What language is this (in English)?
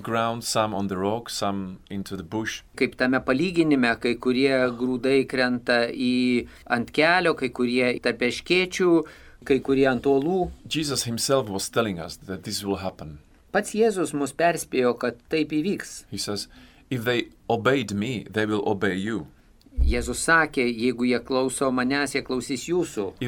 Lithuanian